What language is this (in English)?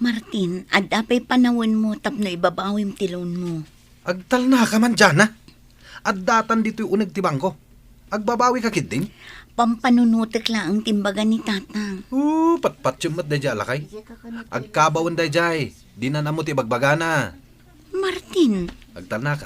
Iloko